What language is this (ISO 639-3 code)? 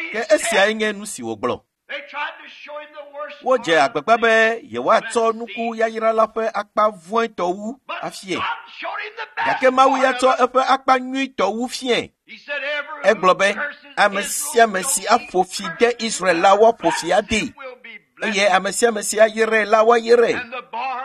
ewe